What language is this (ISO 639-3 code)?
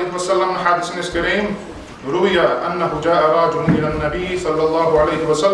kum